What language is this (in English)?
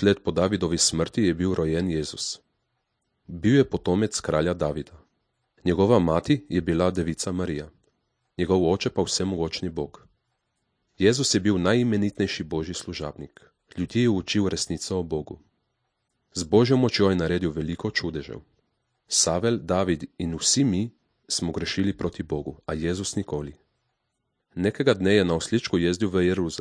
Slovenian